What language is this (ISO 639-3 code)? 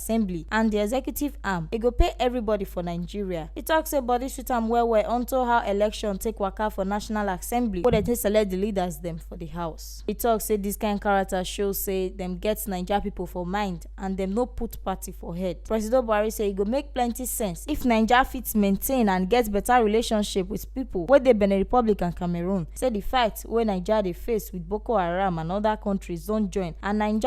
pcm